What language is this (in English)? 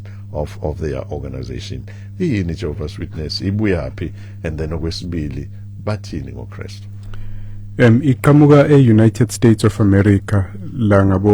Zulu